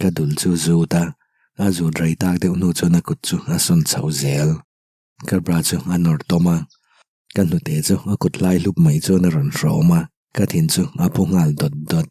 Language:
Mizo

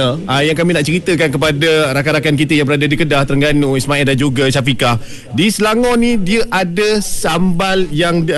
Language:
Malay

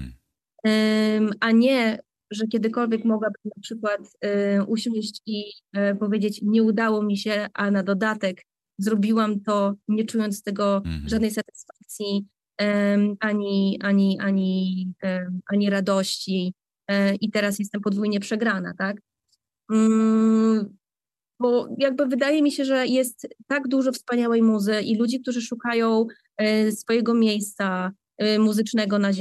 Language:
Polish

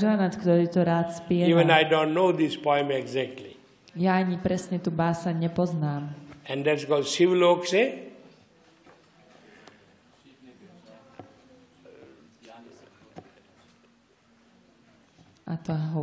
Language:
Slovak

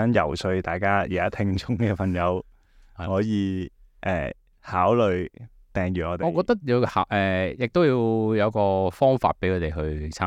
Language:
Cantonese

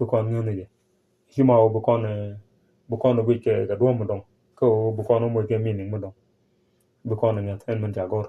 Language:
Nuer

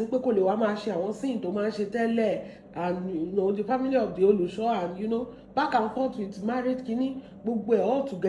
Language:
Yoruba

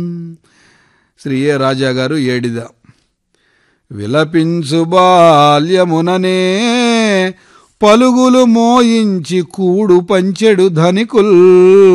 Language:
Telugu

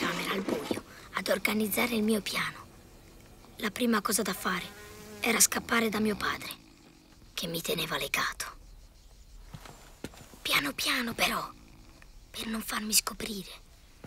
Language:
Italian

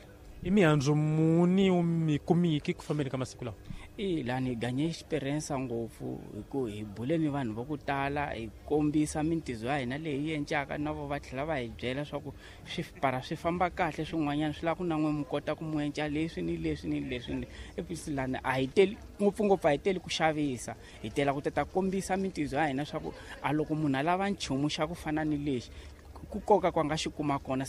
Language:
Tsonga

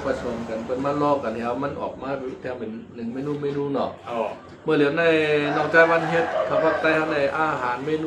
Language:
Shan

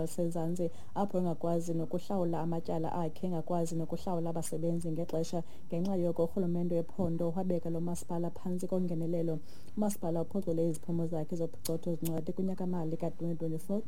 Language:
Xhosa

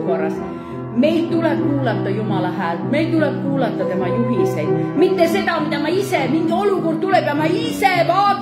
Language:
Estonian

